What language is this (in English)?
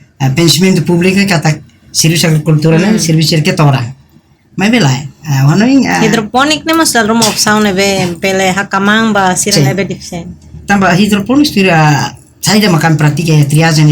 Tetum